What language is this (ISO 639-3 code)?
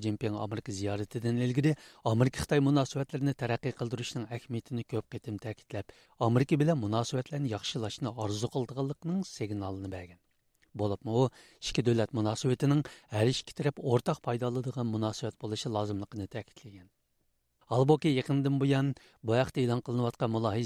uig